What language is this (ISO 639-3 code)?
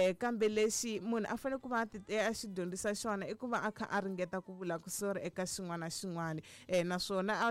tso